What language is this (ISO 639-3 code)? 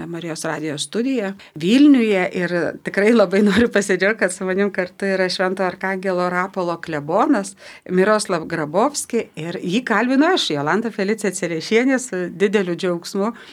lit